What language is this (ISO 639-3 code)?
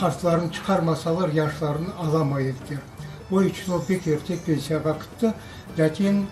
crh